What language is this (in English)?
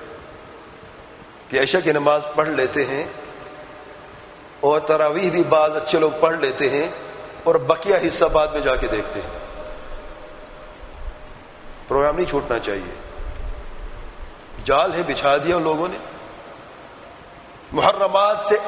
Urdu